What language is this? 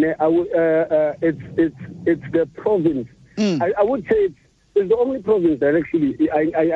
Xhosa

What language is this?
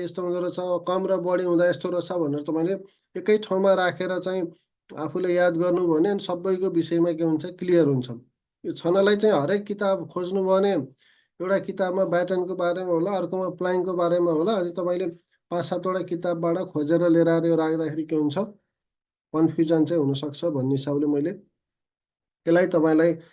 Nepali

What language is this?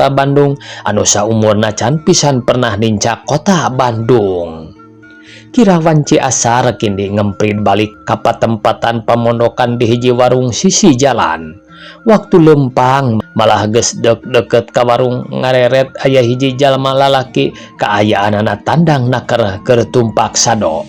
Sundanese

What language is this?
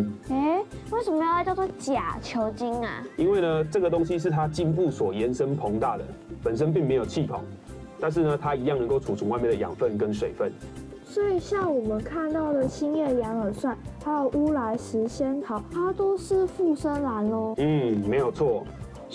Chinese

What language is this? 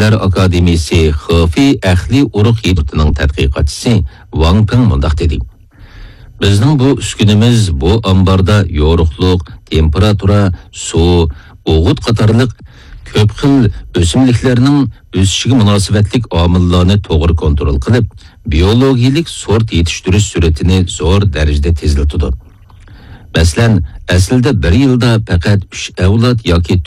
Uyghur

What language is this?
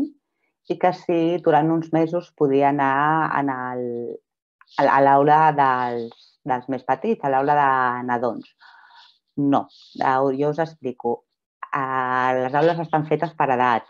Catalan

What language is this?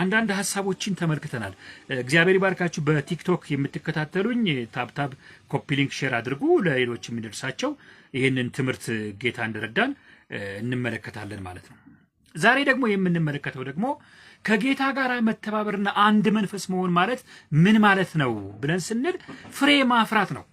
Amharic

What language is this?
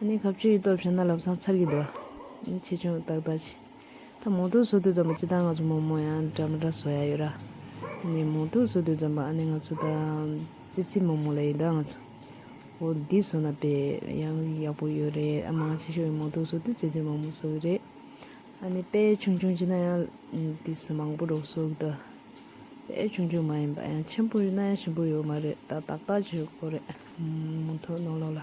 Tibetan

